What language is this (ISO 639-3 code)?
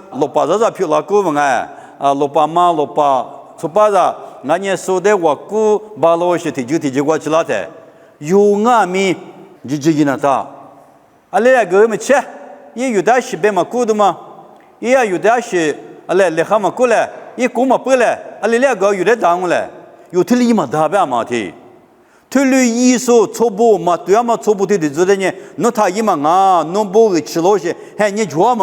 lis